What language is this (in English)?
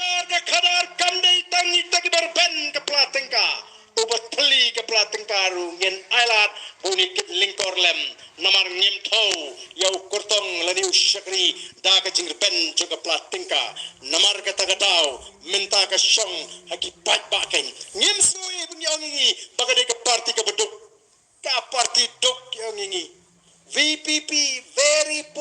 Khasi